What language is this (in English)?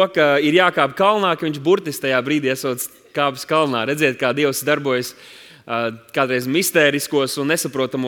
Latvian